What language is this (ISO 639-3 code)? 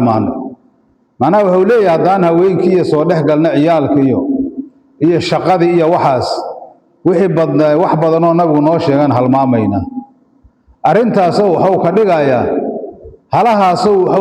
som